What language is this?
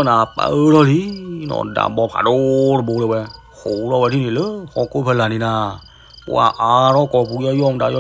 S'gaw Karen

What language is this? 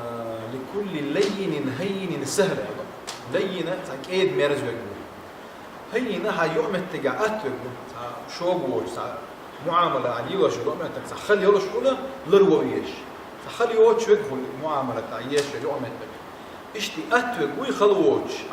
Chechen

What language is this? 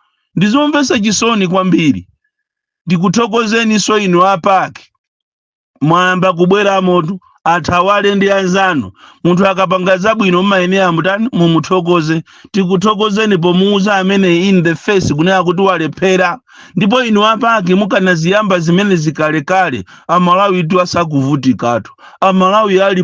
Nyanja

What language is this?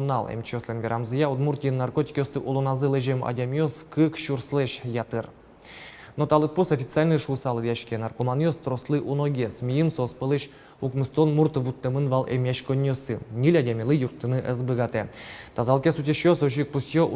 Udmurt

